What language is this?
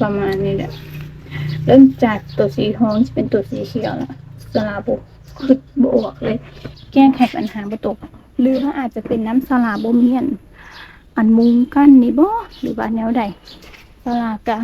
Lao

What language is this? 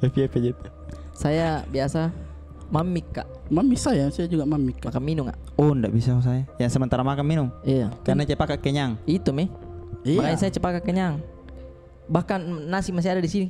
Makassar Malay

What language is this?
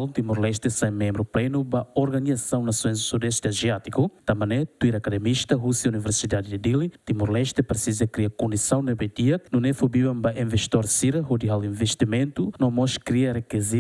Tetum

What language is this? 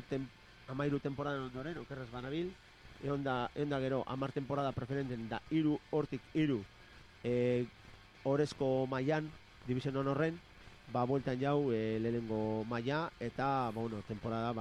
Basque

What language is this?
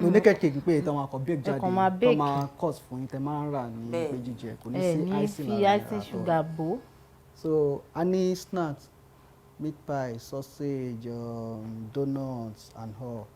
Yoruba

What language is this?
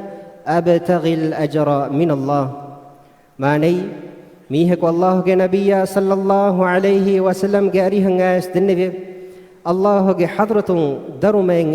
Divehi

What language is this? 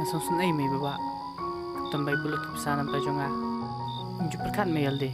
Khasi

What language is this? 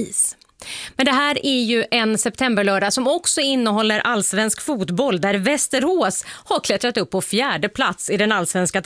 Swedish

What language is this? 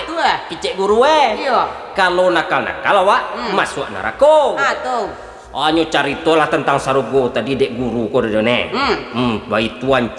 Minangkabau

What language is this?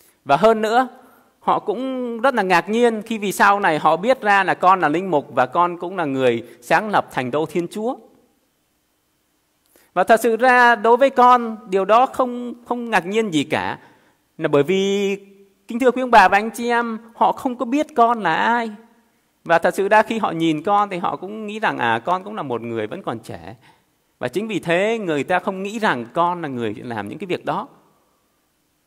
Vietnamese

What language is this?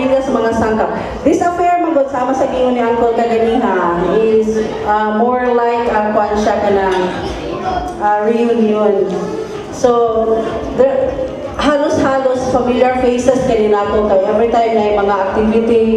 Cebuano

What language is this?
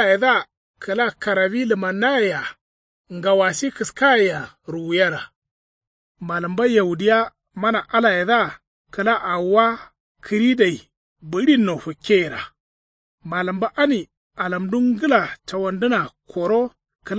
Kanuri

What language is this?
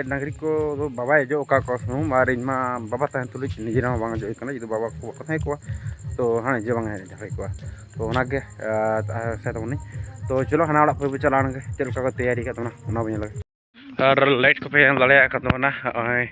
Santali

